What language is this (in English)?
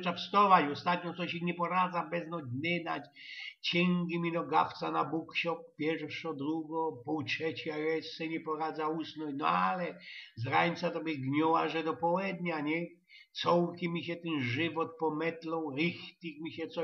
Silesian